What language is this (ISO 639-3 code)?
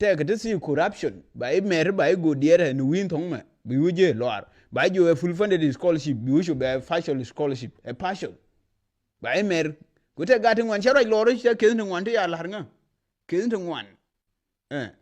nus